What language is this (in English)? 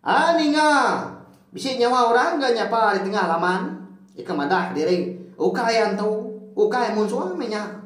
Iban